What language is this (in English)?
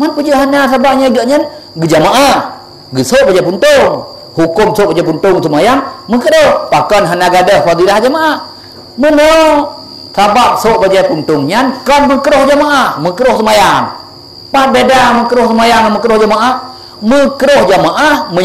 Achinese